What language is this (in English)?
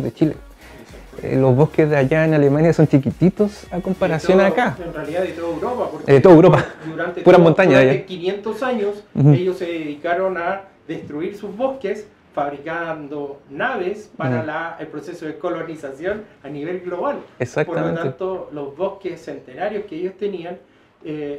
Spanish